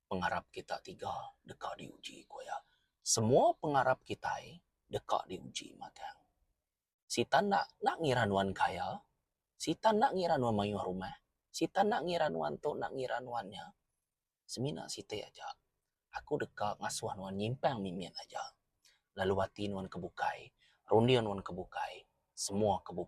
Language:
Iban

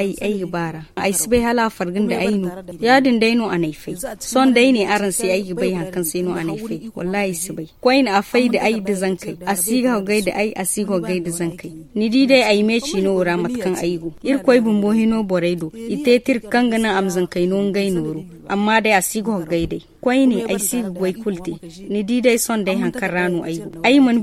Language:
Zarma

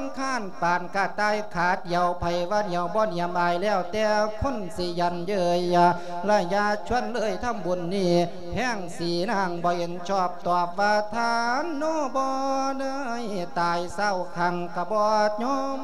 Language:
Lao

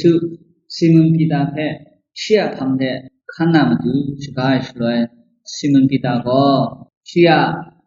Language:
Kachin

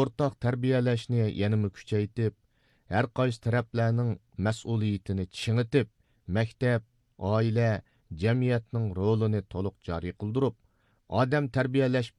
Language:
Uyghur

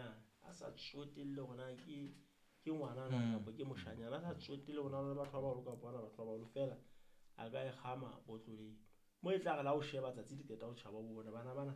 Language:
Southern Sotho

